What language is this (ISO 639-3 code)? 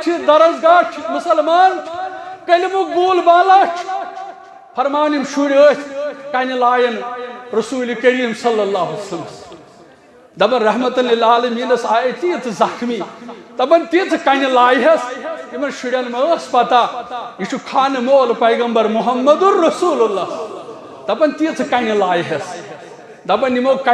kas